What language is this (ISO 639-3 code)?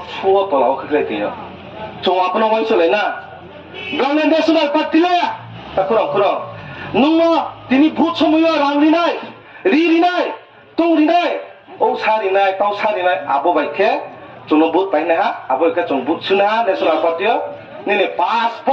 trp